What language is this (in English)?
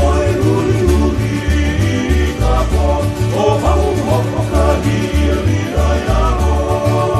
Hawaiian